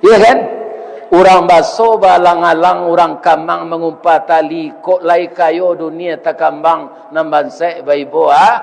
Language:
Minangkabau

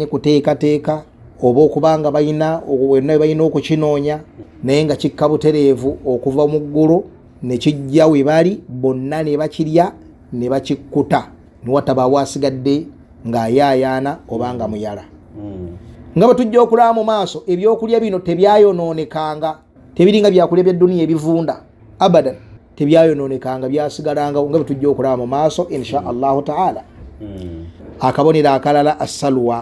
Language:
Ganda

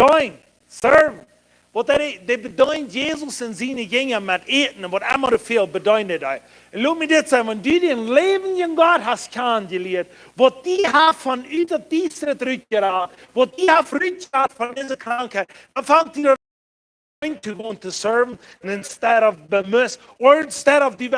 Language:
Plautdietsch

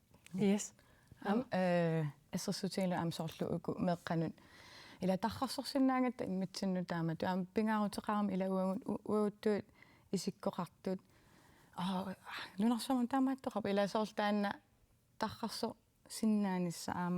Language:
Kalaallisut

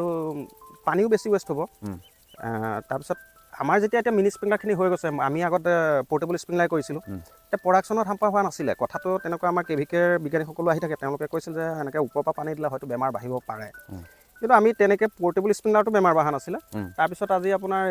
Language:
Assamese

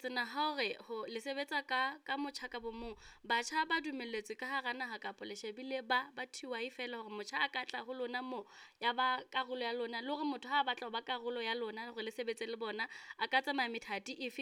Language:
Southern Sotho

